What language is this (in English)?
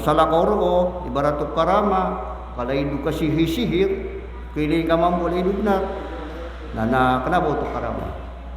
Maranao